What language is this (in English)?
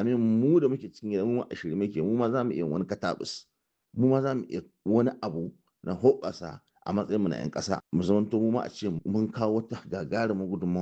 Hausa